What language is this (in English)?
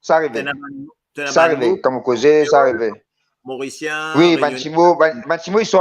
Morisyen